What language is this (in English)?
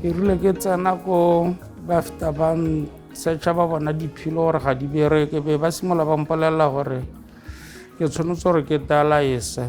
Tswana